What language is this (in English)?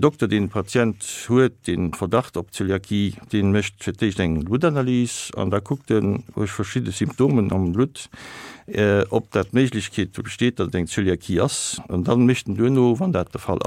Luxembourgish